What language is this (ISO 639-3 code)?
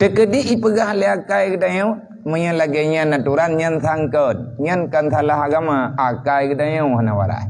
ace